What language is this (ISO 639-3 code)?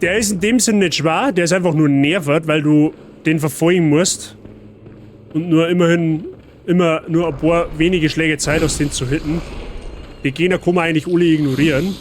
bar